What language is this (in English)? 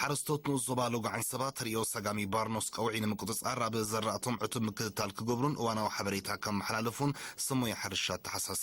Tigrinya